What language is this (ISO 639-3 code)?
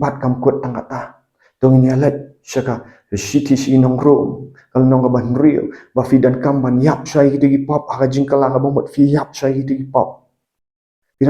kha